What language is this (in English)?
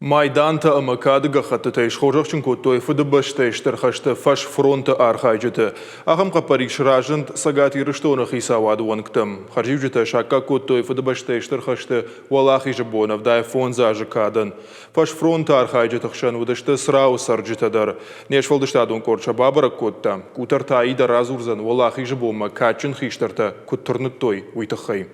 Ossetic